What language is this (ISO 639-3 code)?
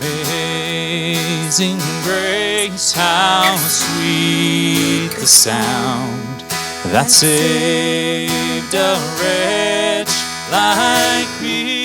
pdt